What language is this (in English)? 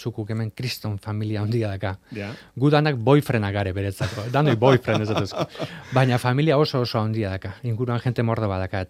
Basque